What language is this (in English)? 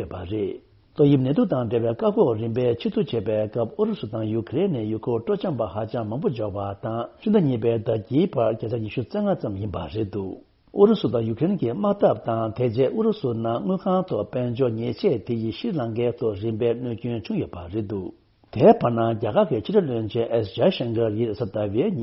Tibetan